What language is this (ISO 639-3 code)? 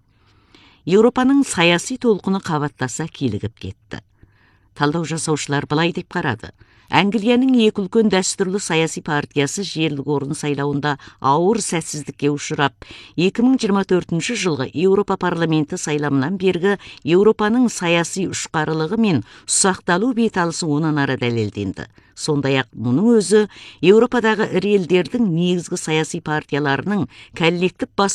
kaz